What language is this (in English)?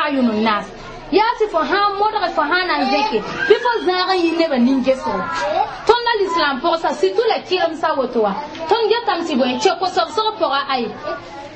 Mossi